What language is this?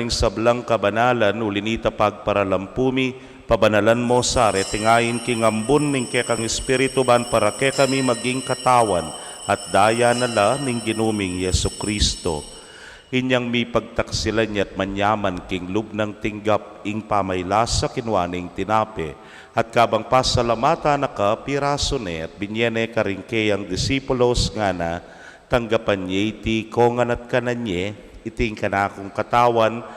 Pampanga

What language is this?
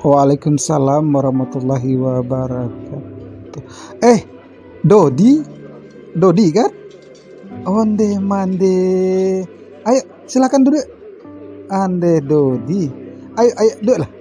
Minangkabau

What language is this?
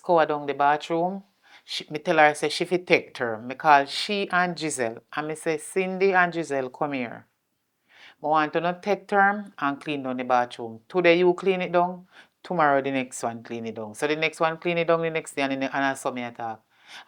Jamaican Creole English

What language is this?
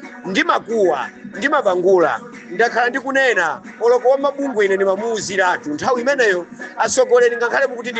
Nyanja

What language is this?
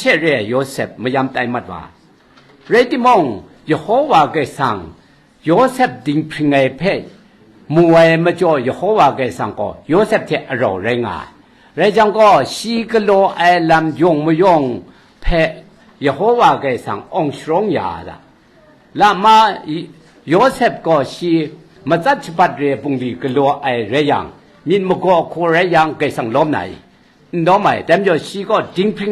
Kachin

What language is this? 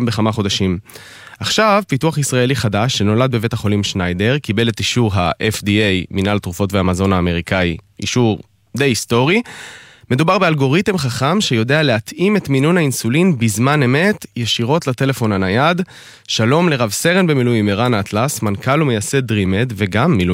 Hebrew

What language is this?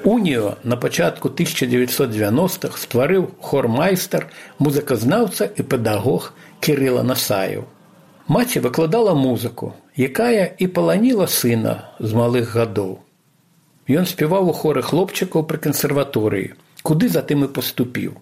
Belarusian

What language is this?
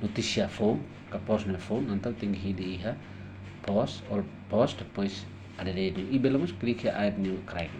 Tetum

